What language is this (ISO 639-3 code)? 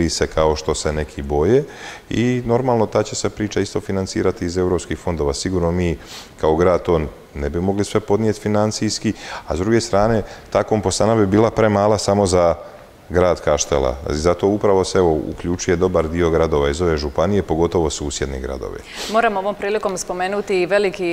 hrv